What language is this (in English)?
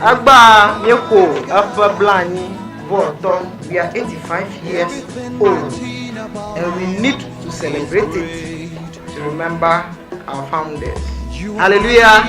Ewe